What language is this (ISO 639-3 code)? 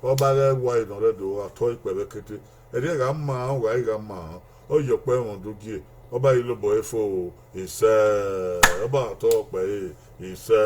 bin